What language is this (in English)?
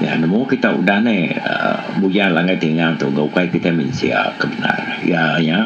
Iban